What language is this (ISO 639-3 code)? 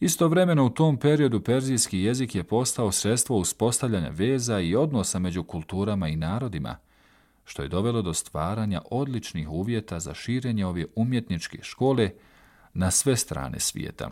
bos